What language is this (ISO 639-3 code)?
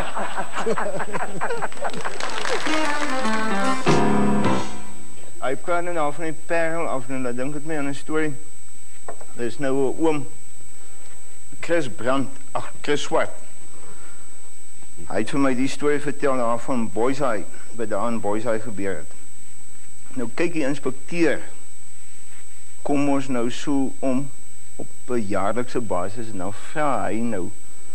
afr